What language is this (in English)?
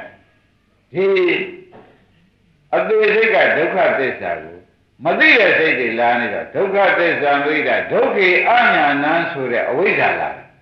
Burmese